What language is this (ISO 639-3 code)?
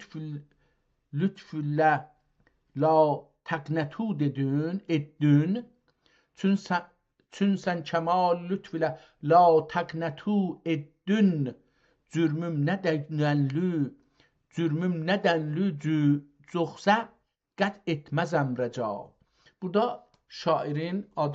azb